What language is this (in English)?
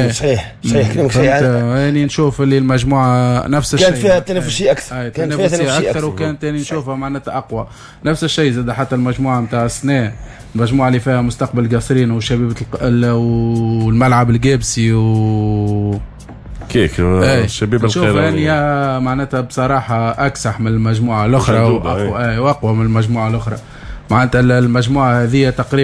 Tunisian Arabic